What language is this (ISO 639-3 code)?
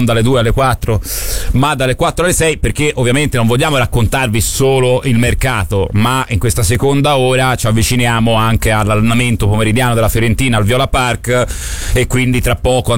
ita